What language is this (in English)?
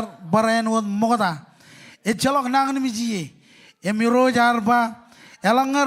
Marshallese